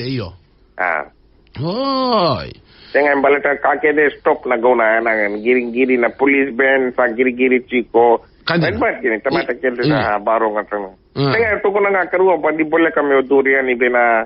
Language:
Fijian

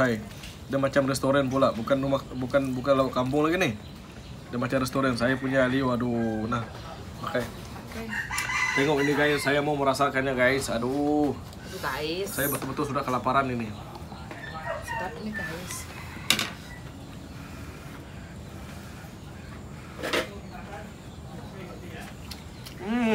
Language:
Malay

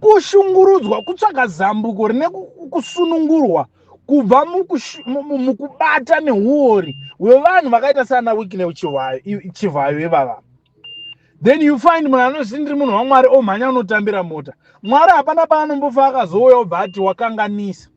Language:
Shona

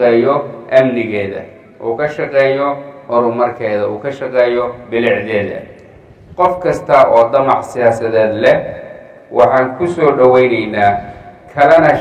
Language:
Somali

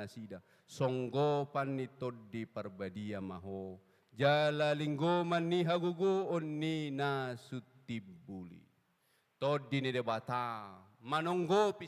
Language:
Batak Toba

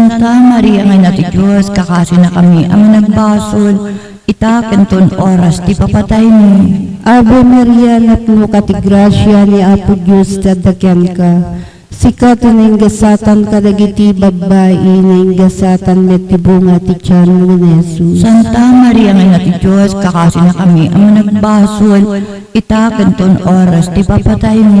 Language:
Iloko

